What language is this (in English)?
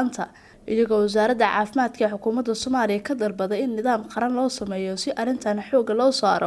Somali